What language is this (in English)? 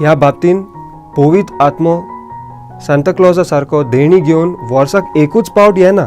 Konkani